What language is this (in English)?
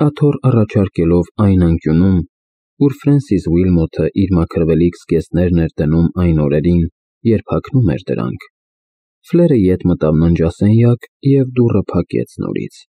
Armenian